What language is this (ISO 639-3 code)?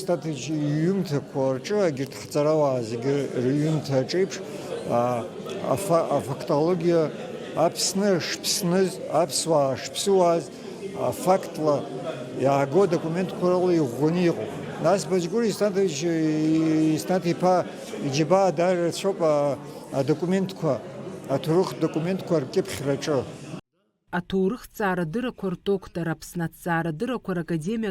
abk